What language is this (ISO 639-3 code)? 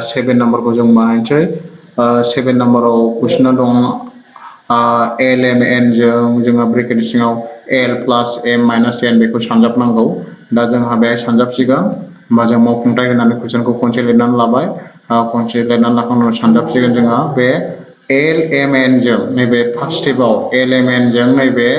brx